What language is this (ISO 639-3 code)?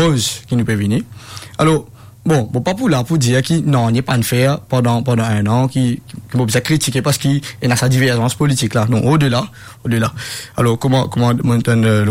mfe